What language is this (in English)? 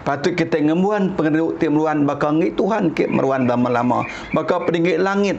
Iban